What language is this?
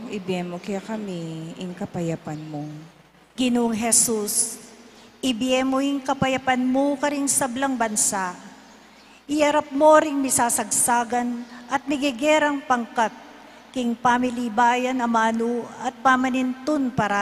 Pampanga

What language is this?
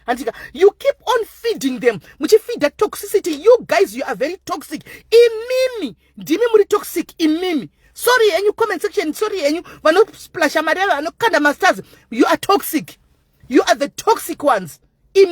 Shona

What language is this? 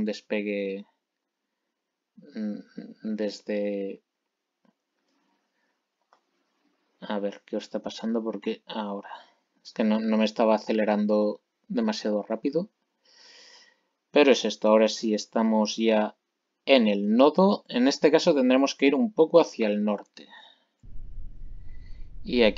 Spanish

